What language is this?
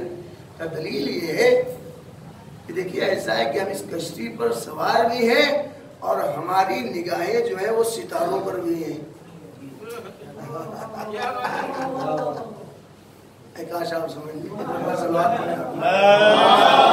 Urdu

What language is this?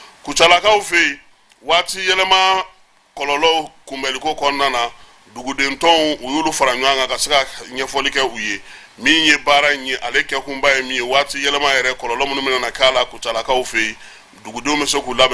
Bambara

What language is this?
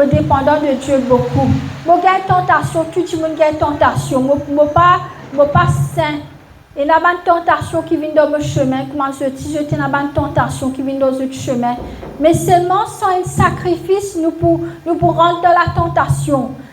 Morisyen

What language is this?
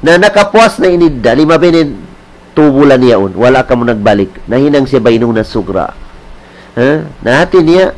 Tausug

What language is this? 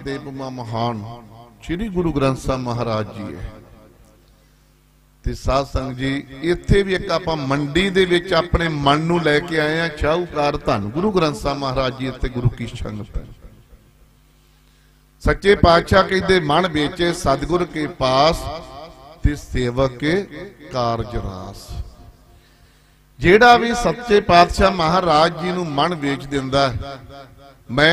Punjabi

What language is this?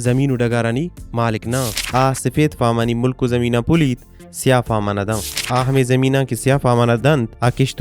Baluchi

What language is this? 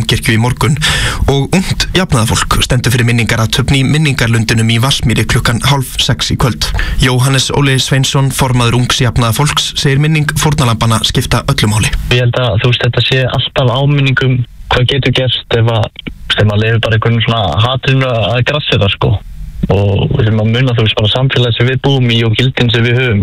Icelandic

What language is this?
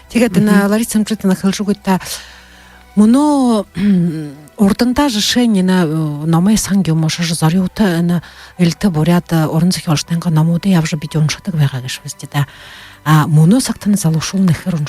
Buriat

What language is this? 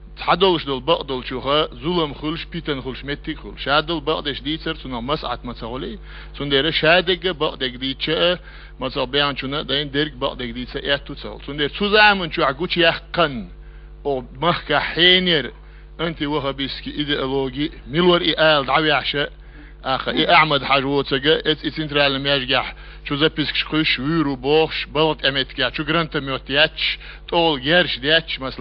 Chechen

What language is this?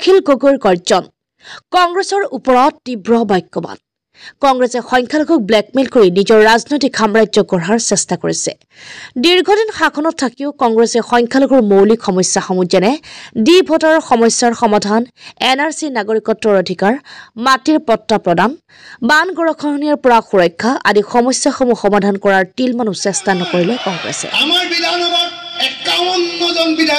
Assamese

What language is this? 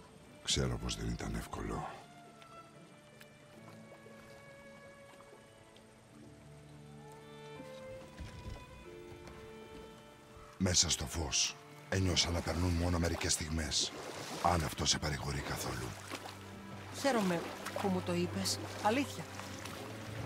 Greek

